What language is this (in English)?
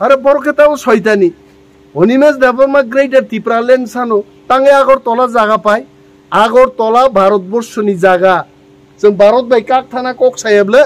Kok Borok